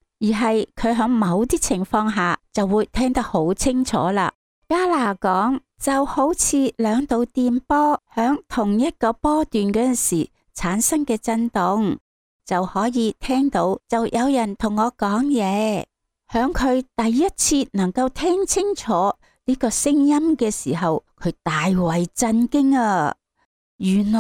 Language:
Cantonese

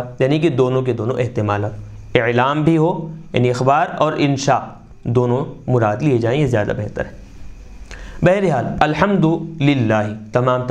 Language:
Urdu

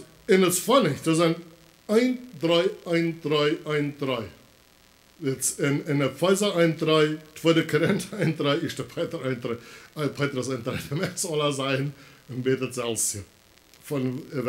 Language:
Plautdietsch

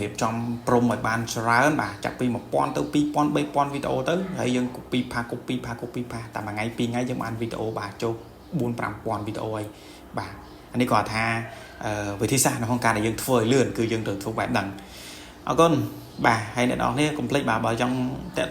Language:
Khmer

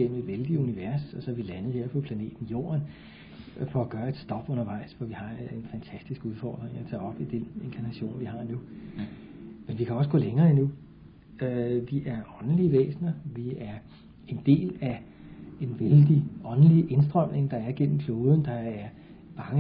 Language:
Danish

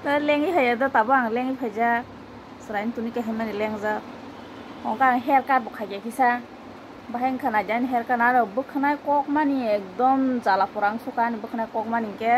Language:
Kok Borok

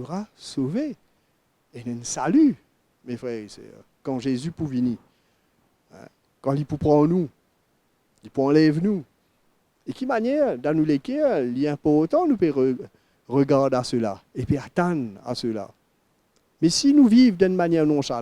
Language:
Morisyen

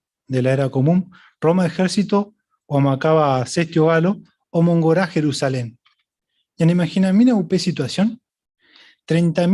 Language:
Guarani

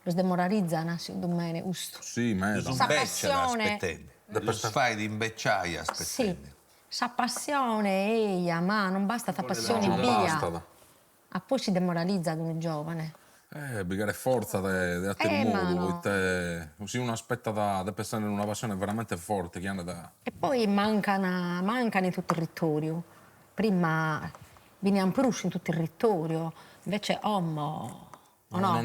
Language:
Sardinian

